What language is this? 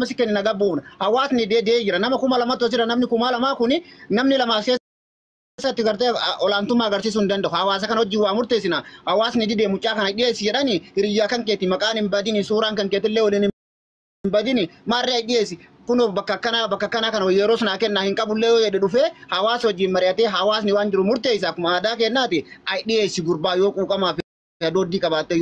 Oromo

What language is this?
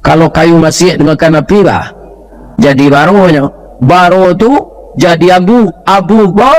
Minangkabau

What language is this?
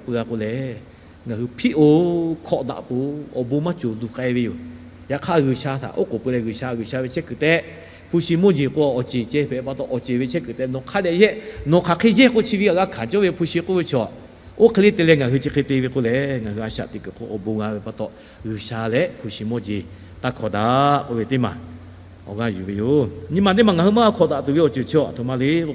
Lahu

